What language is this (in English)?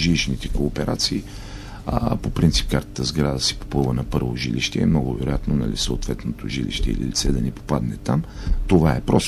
Bulgarian